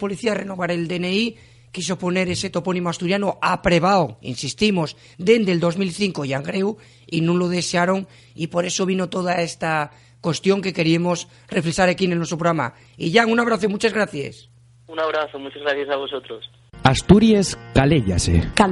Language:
Asturian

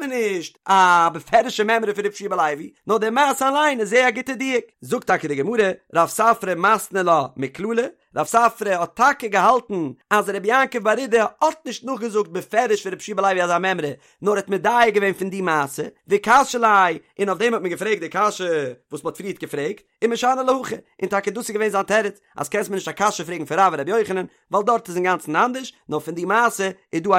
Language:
Yiddish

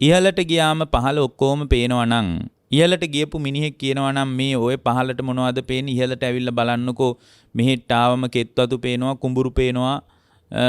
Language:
Sinhala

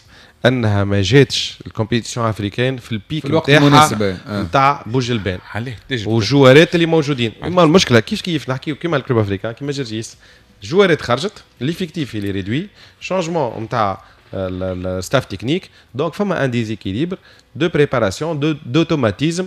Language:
Tunisian Arabic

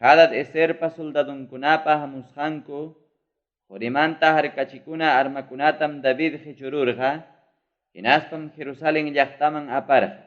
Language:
Ayacucho Quechua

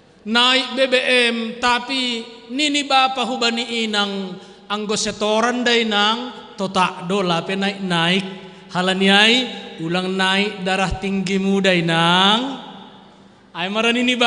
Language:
Batak Simalungun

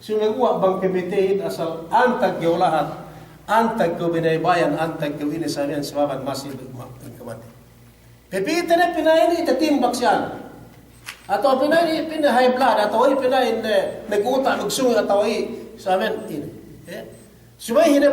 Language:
Yakan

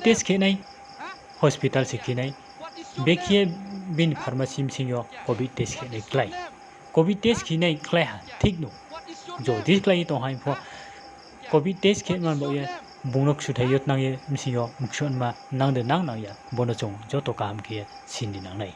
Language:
Riang (India)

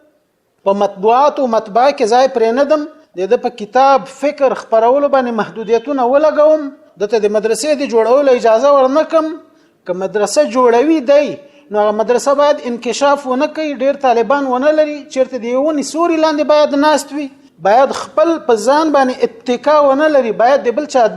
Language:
Pashto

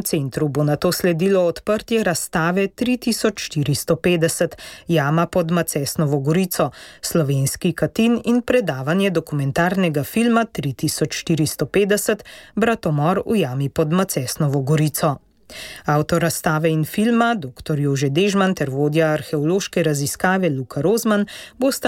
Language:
Slovenian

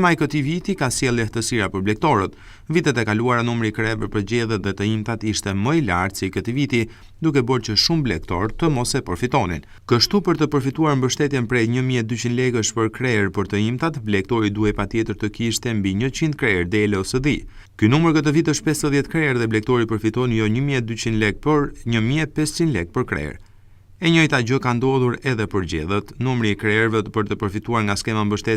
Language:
Albanian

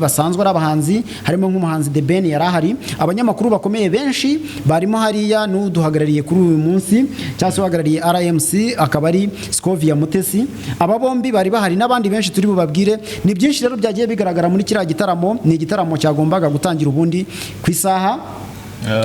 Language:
Kinyarwanda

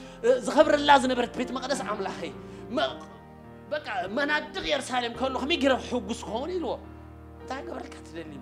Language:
Tigrinya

